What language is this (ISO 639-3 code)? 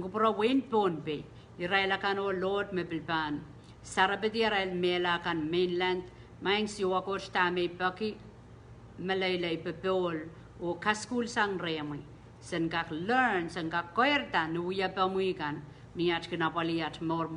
pon